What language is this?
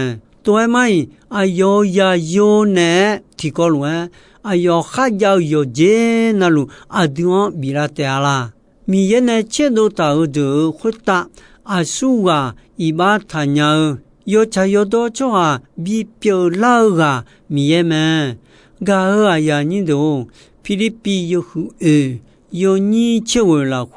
Akha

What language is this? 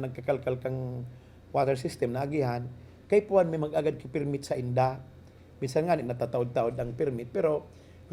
Bikol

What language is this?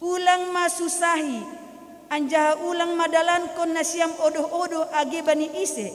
Batak Simalungun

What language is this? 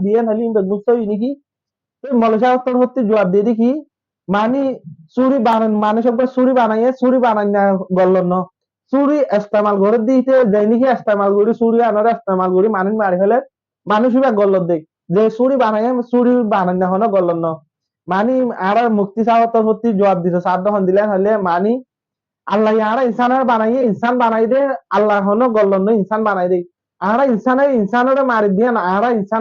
Rohingya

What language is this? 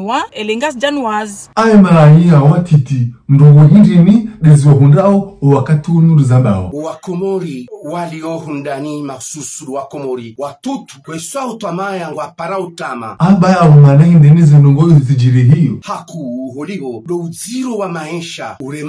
Ngazidja Comorian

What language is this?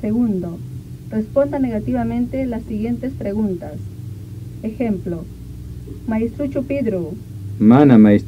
Ayacucho Quechua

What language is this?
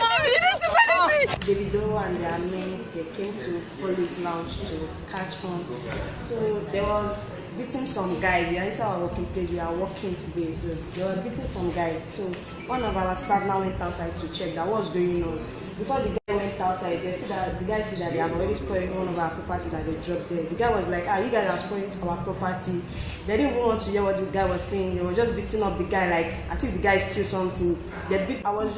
Nigerian Pidgin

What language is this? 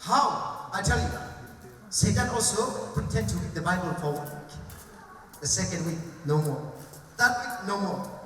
Hakha Chin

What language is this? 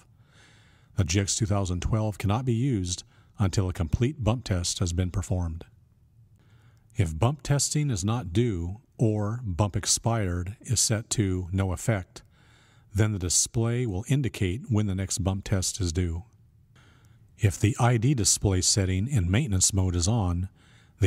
English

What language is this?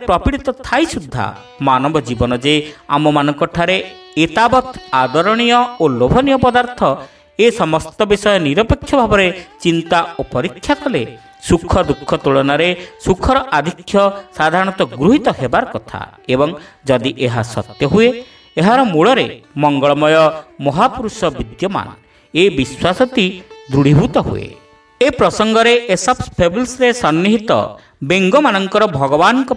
Odia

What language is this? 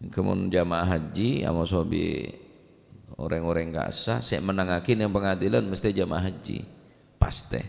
Madurese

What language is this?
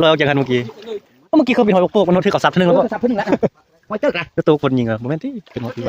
Northeastern Thai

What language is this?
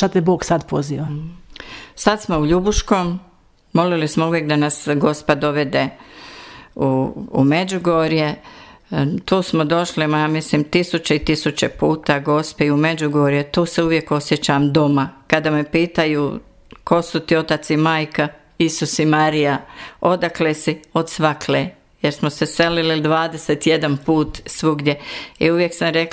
Bosnian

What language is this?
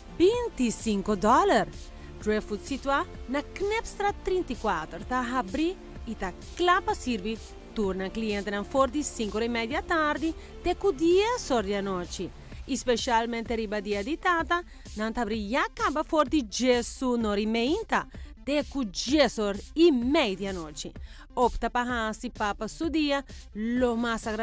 Papiamento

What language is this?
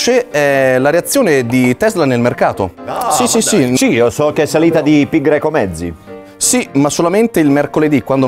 Italian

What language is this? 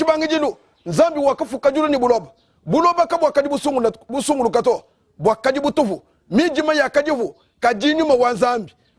Luba-Lulua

